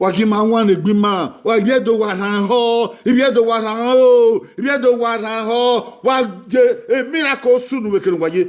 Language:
Bini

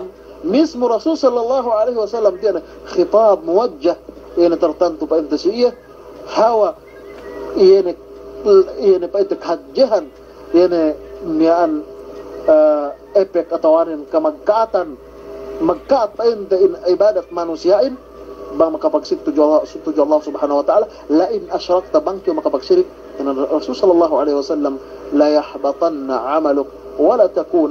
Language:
Yakan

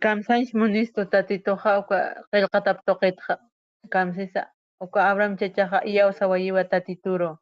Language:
Aymara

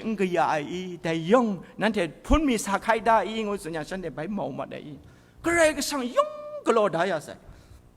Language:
Kachin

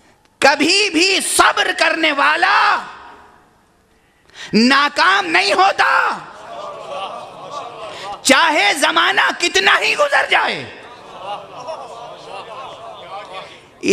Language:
Urdu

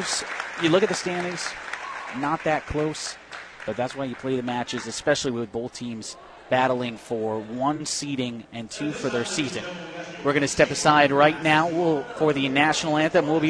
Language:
English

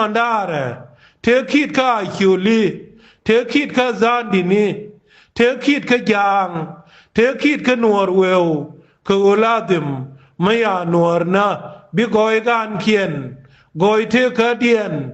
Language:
Nuer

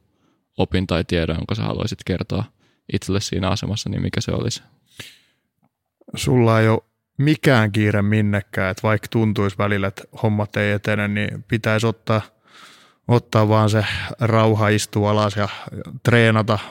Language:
Finnish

